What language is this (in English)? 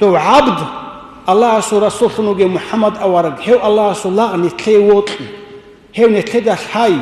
Avaric